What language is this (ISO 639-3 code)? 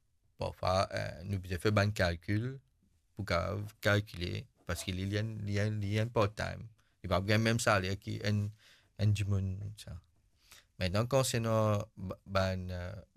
mfe